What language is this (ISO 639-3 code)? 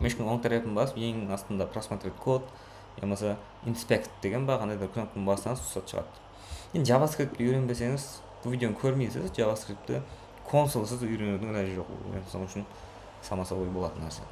kaa